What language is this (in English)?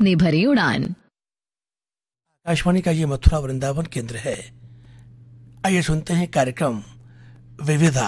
Hindi